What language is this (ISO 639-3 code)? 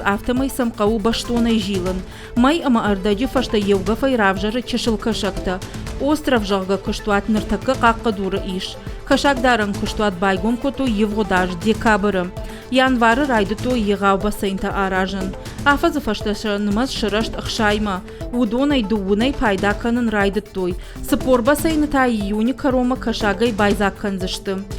oss